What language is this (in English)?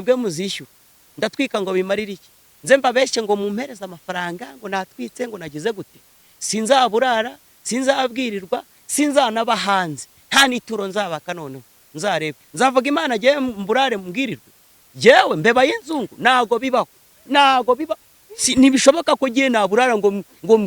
Kinyarwanda